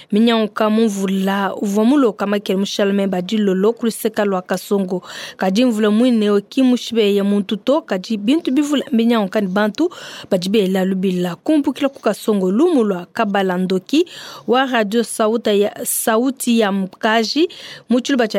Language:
Luba-Lulua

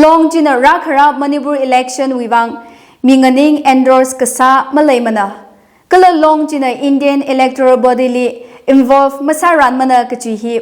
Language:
Tangkhul Naga (India)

